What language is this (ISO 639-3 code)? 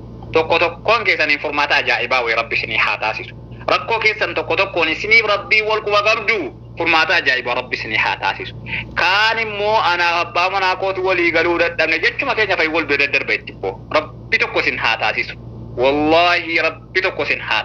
orm